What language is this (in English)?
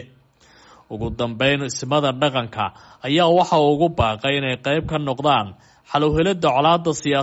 Somali